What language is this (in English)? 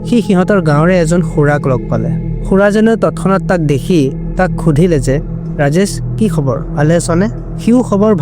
Assamese